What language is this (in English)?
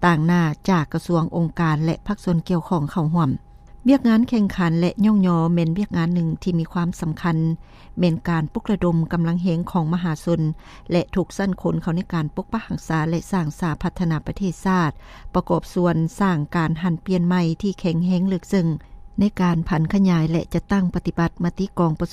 Lao